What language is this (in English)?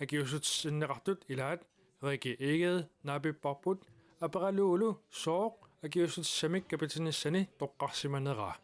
Kalaallisut